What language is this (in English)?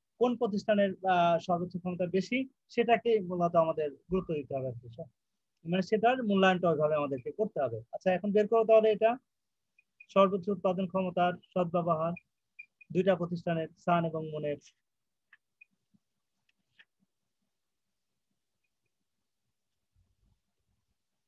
Bangla